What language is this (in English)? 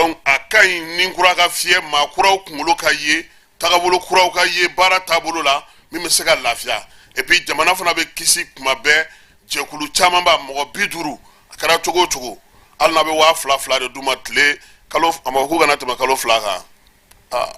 Bambara